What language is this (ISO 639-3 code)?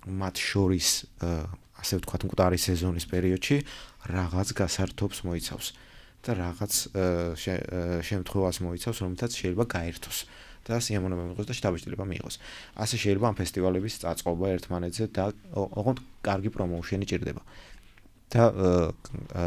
kat